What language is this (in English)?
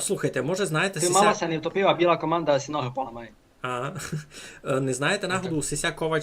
Rusyn